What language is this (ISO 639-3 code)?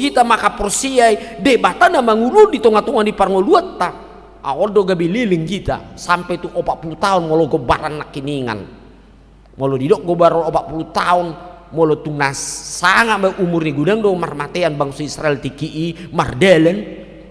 bbc